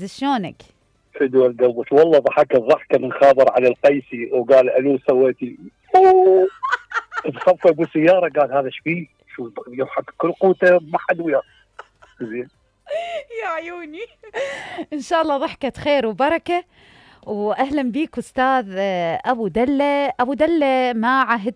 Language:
Mesopotamian Arabic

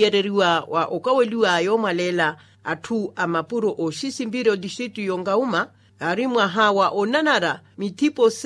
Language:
Makhuwa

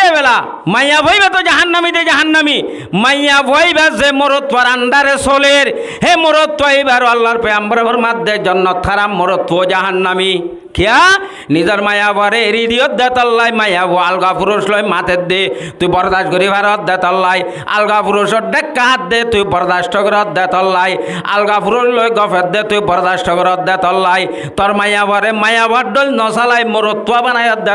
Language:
Rohingya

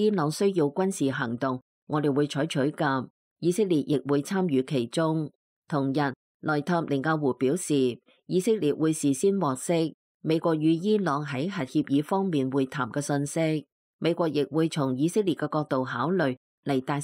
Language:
Cantonese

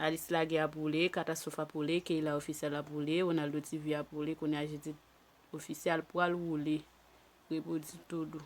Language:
Haitian Creole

